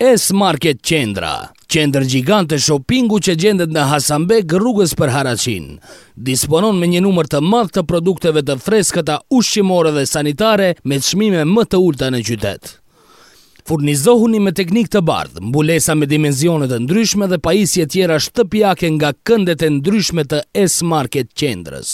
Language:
Albanian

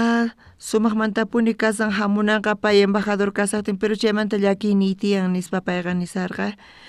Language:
South Bolivian Quechua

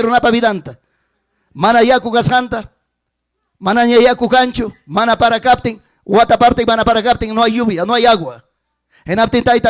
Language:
Ayacucho Quechua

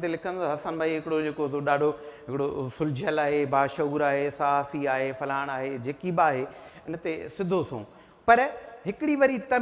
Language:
Sindhi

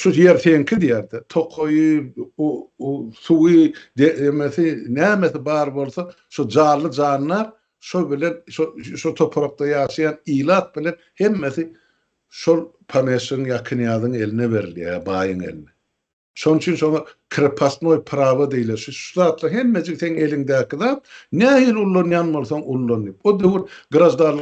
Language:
Turkmen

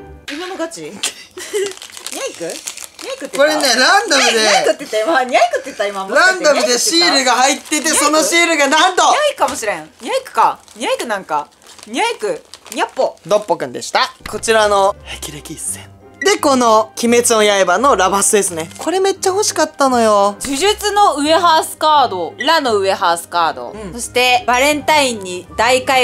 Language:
Japanese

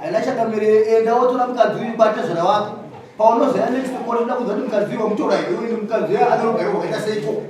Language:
Shona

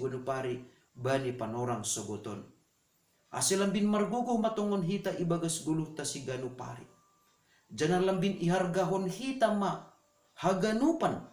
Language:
Batak Simalungun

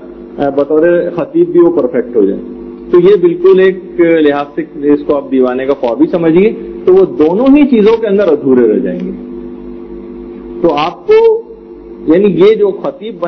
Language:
Urdu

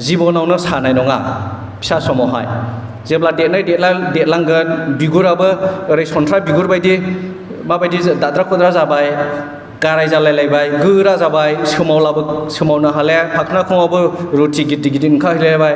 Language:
Bodo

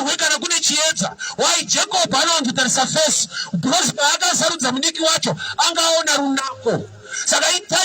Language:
Shona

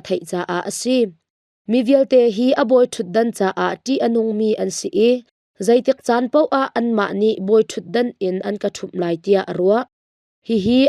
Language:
Hakha Chin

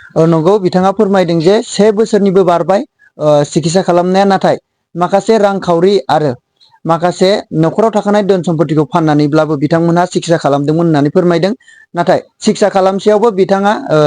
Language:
Bodo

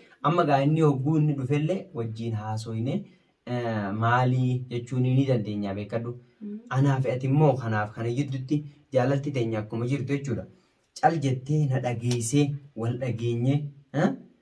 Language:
Oromo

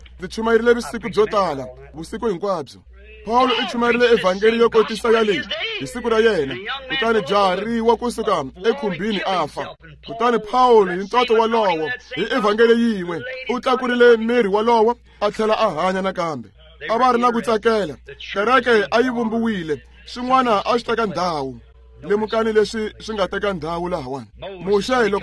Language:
Tsonga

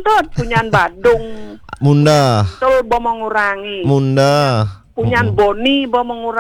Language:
Balinese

